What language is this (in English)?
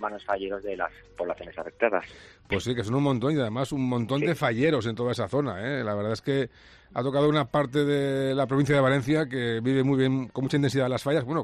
Spanish